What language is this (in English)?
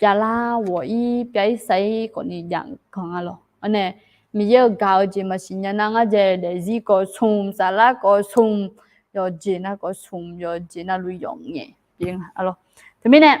Akha